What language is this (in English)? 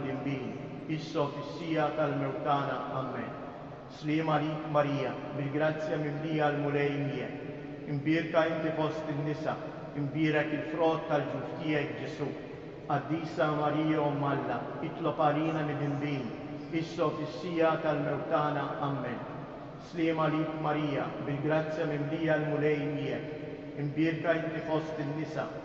Maltese